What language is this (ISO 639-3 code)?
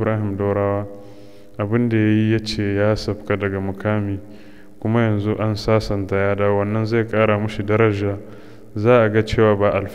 hau